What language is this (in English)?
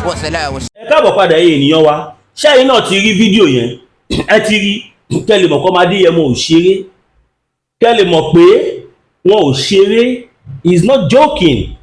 Yoruba